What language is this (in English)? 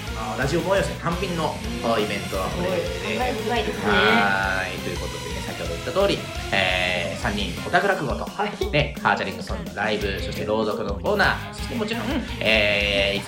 Japanese